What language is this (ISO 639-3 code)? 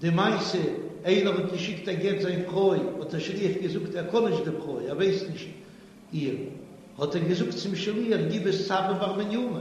yid